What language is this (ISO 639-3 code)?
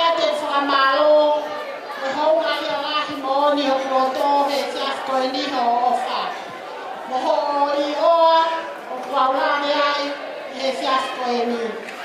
ton